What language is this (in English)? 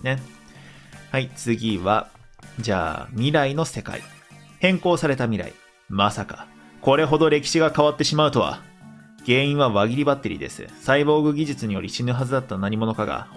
Japanese